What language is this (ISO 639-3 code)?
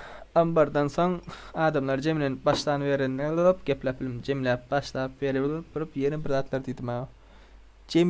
tuk